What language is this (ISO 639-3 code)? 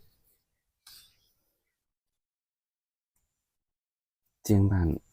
tts